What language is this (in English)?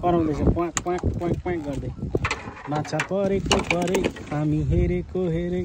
Nepali